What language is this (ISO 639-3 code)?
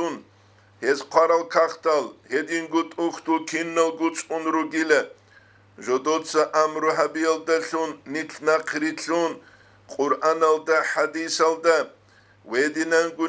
ava